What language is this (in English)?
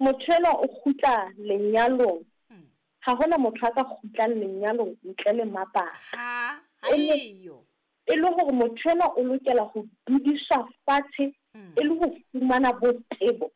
Southern Sotho